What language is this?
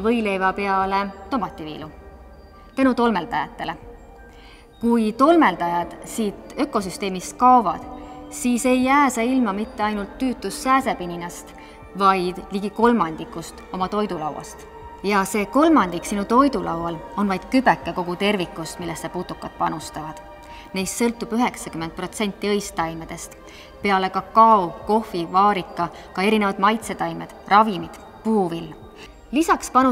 Estonian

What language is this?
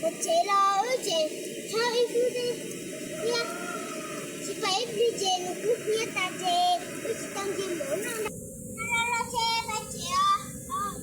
Hmong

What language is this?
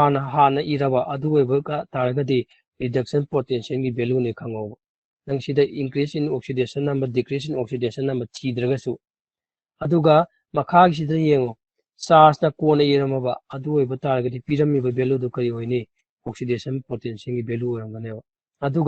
Manipuri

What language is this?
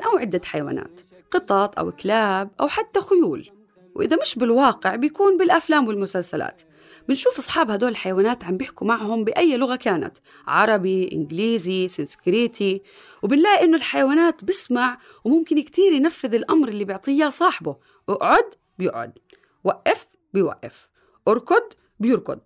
North Levantine Arabic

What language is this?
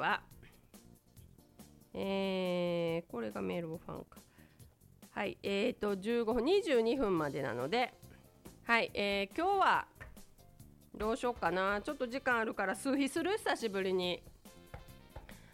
Japanese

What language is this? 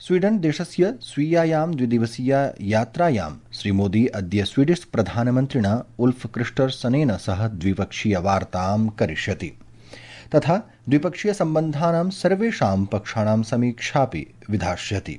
Sanskrit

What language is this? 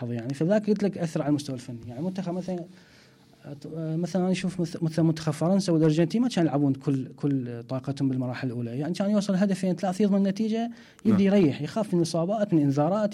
Mesopotamian Arabic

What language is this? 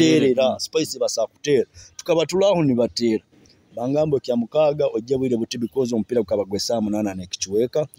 Nyoro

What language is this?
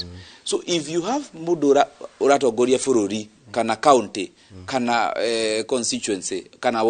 Kikuyu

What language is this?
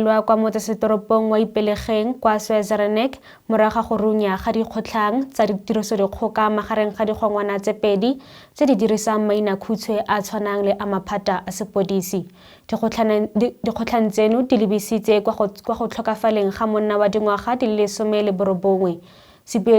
Tswana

